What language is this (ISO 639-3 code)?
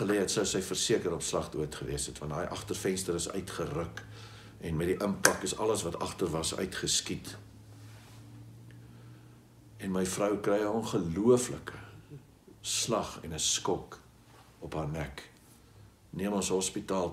afr